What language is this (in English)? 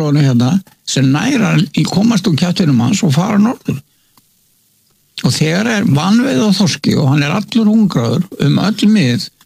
Icelandic